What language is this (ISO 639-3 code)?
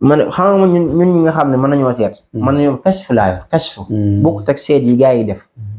wol